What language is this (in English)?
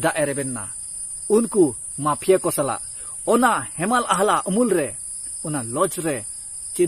Santali